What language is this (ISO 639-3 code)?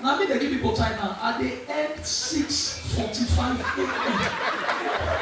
pcm